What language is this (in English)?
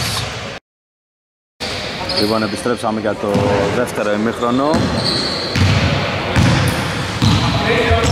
Greek